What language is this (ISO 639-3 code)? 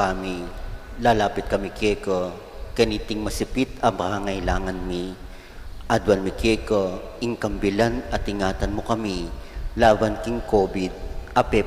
pam